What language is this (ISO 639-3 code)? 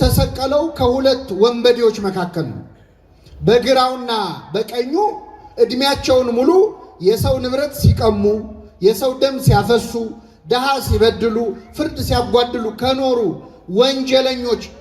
amh